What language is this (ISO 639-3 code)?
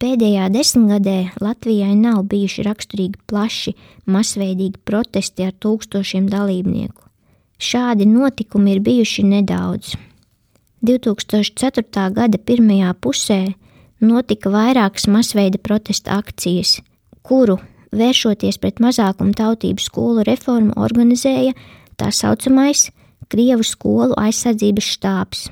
lav